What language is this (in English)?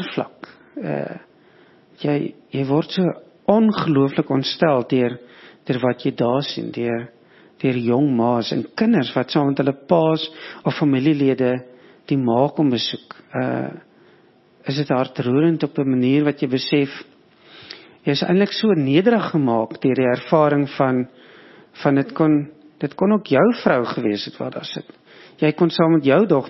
Afrikaans